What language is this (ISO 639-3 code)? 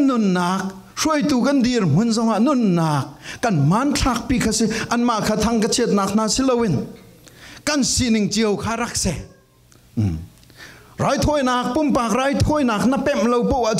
cfm